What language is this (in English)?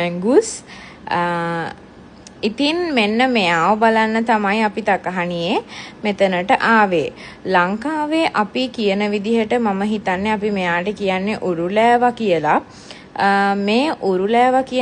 Sinhala